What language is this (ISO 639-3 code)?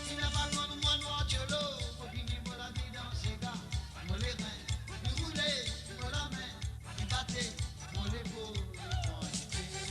mfe